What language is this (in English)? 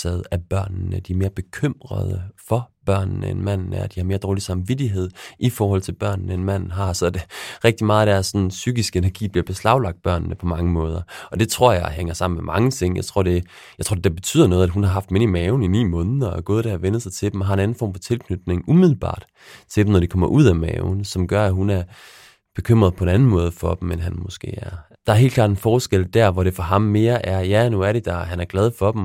Danish